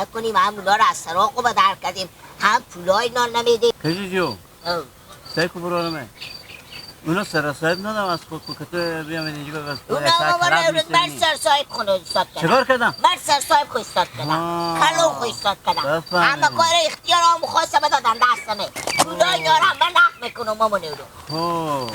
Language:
Persian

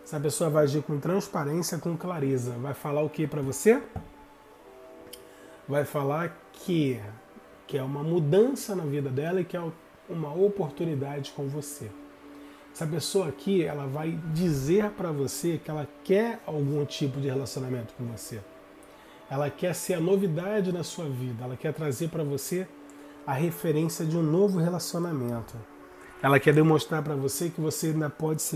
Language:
Portuguese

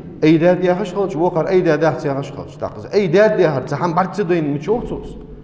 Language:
Ingush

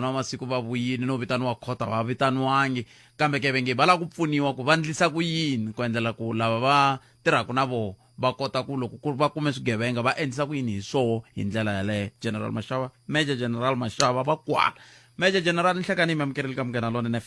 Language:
Tsonga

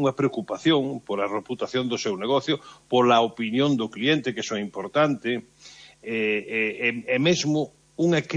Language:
Galician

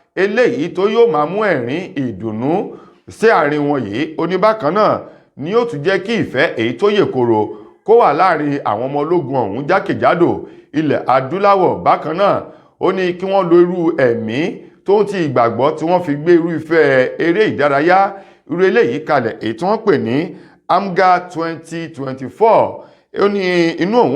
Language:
Yoruba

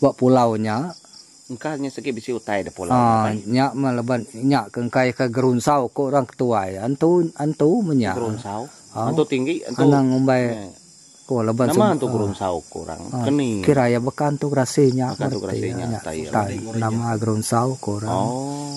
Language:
Iban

